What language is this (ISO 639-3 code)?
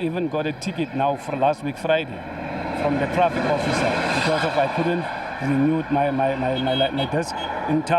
ven